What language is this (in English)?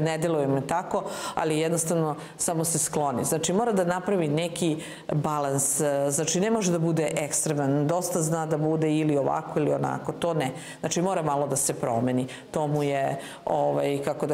Serbian